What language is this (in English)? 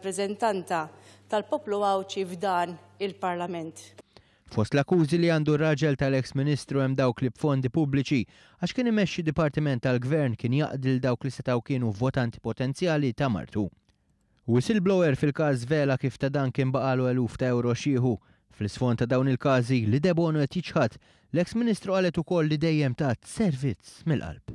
Maltese